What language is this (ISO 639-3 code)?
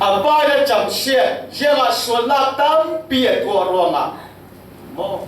cfm